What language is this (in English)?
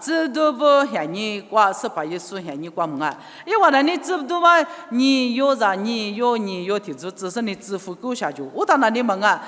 Lisu